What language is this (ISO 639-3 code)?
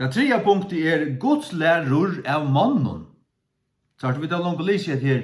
fao